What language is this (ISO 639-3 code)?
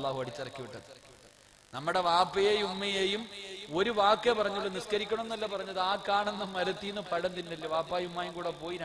mal